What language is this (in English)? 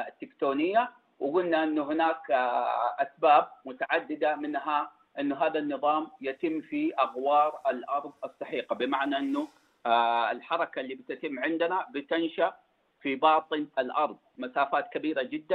Najdi Arabic